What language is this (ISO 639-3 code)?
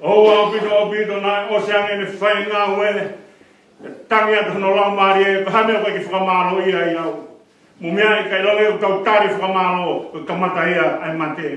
ton